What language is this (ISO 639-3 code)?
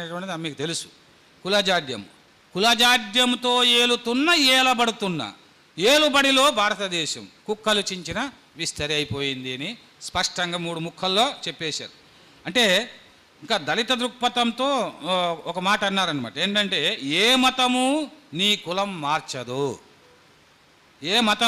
tel